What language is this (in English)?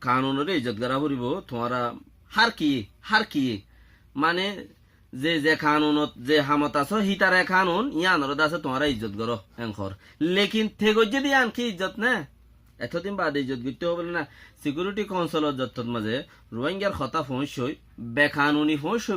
Rohingya